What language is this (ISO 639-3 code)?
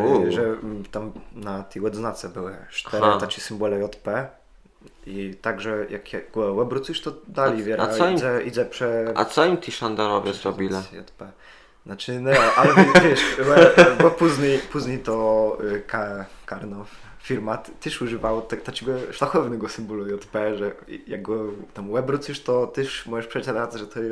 csb